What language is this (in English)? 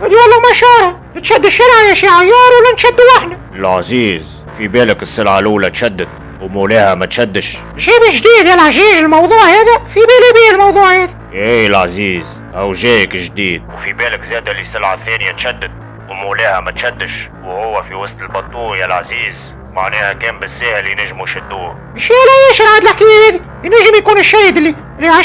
Tunisian Arabic